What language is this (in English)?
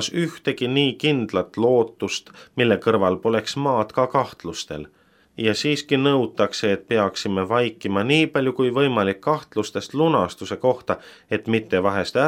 Estonian